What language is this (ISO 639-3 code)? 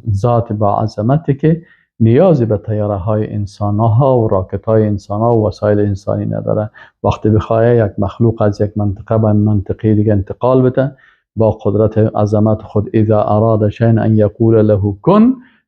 fas